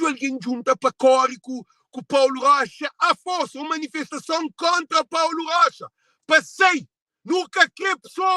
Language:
Kabuverdianu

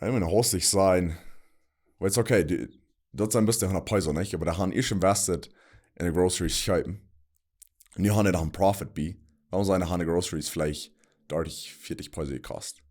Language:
Plautdietsch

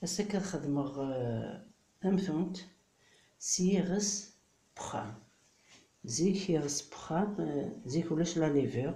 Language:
Kabyle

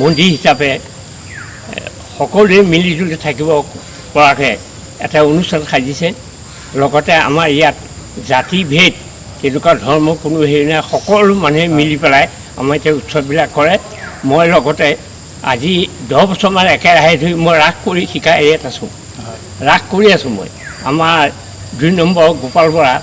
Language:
Assamese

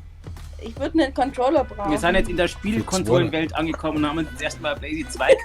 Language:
Bavarian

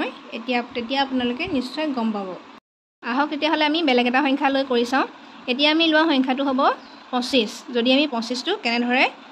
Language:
Assamese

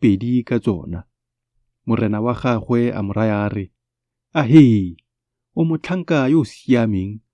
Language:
Tswana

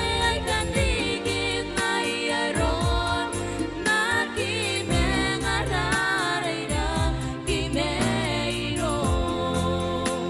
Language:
Gilbertese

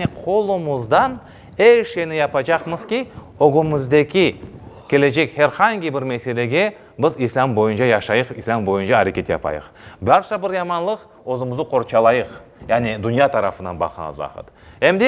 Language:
Crimean Tatar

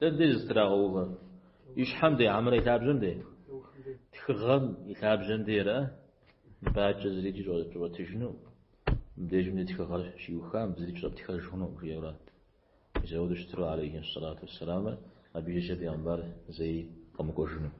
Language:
Kabardian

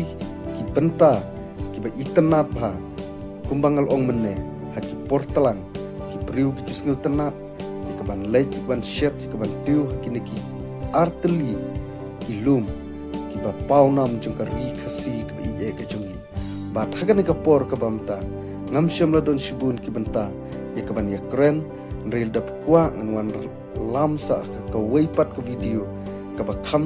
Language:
Khasi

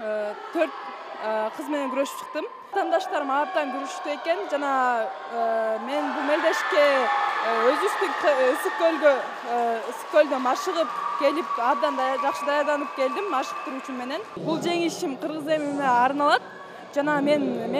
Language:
Kyrgyz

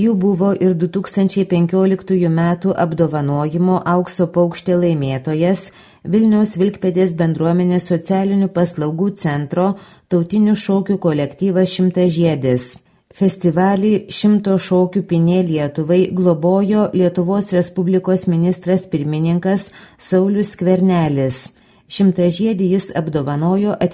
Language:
Lithuanian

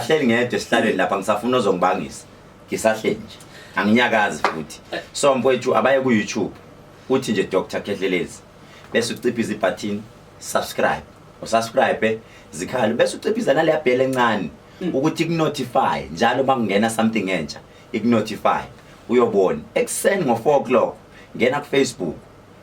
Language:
Zulu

